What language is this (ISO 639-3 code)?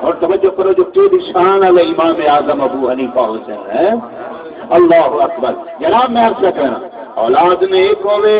skr